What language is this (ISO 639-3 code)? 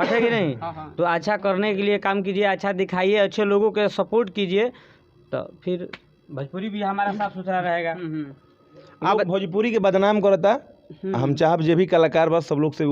bho